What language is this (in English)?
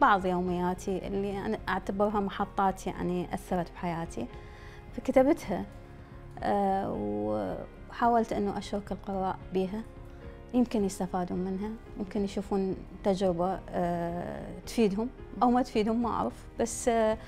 Mesopotamian Arabic